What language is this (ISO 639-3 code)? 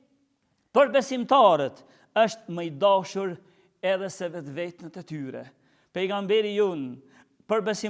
sqi